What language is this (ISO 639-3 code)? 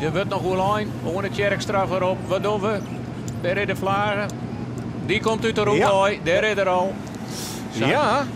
fry